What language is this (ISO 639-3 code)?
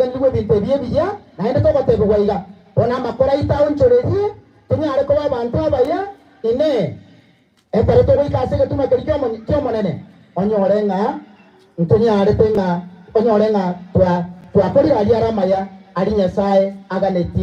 guz